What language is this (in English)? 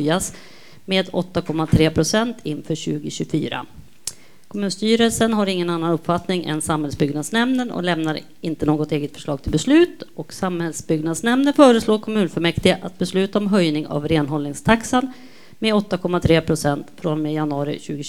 Swedish